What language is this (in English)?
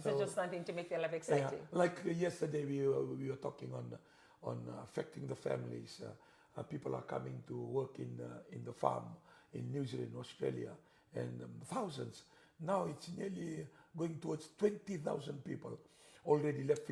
Fijian